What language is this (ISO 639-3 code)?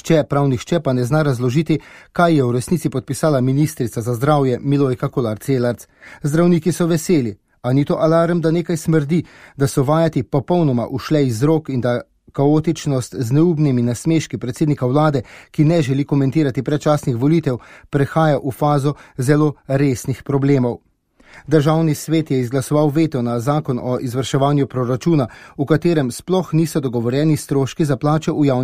slv